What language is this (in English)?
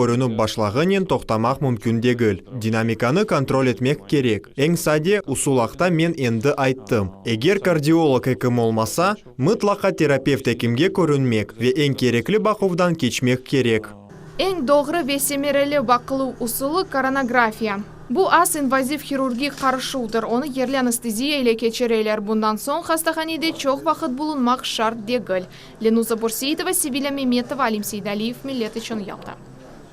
Crimean Tatar